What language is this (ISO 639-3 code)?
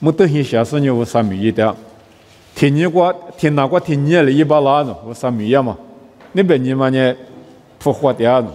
lis